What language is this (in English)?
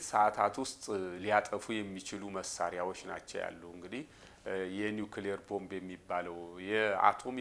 Amharic